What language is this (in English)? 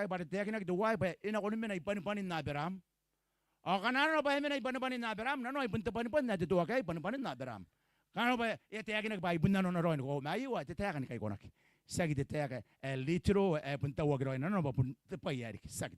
Gilbertese